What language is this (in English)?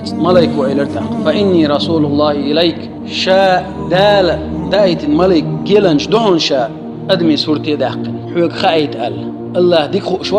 Chechen